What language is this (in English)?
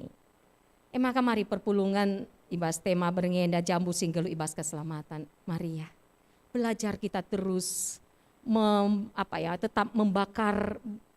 Batak Karo